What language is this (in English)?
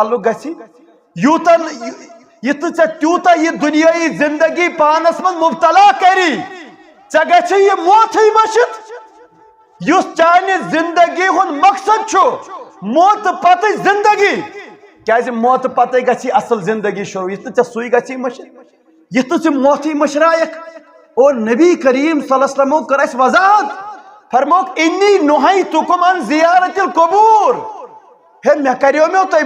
Kashmiri